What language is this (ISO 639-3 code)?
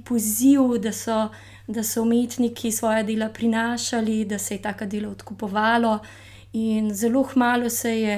slv